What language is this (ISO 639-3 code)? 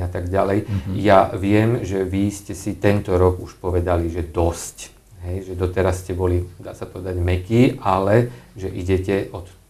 slk